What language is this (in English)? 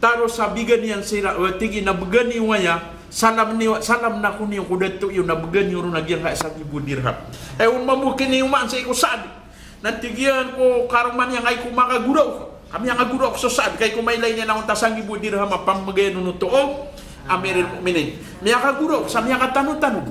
Maranao